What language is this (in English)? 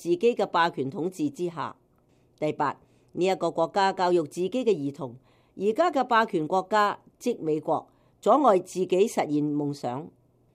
Cantonese